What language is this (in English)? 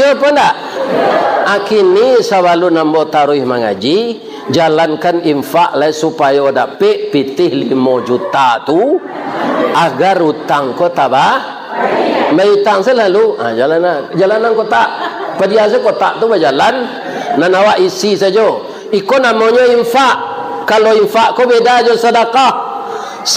Minangkabau